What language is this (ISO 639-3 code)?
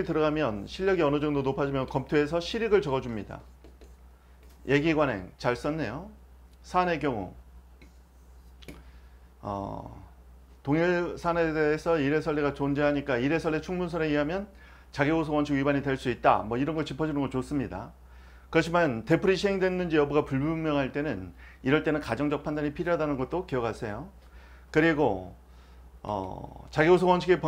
kor